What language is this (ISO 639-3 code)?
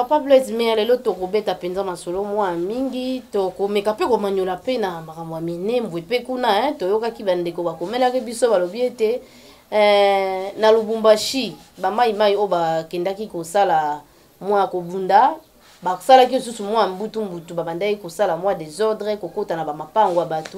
lin